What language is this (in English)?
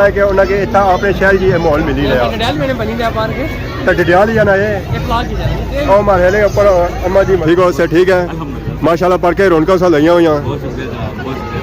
Pahari-Potwari